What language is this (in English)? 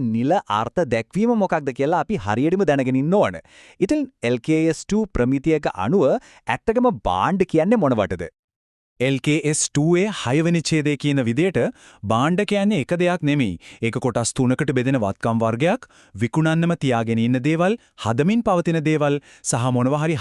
Sinhala